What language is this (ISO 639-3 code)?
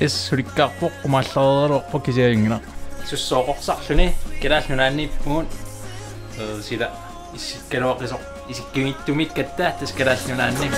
kal